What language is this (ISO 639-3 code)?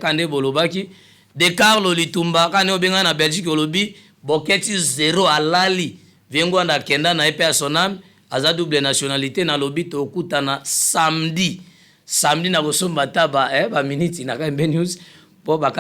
lin